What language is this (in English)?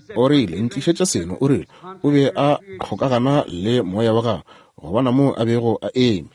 Northern Sotho